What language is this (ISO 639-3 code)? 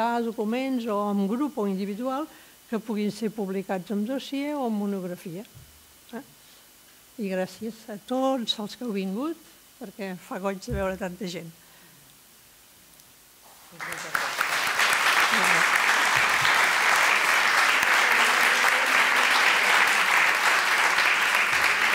cat